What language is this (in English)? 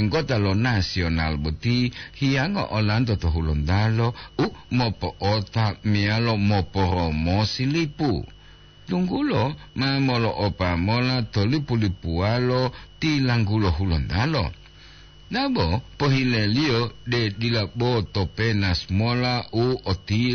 Gorontalo